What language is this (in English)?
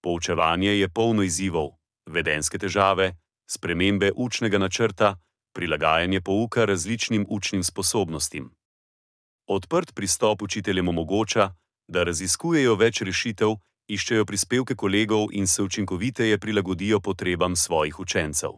Slovenian